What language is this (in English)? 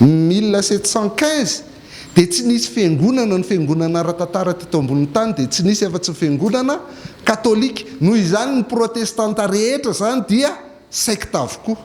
Malagasy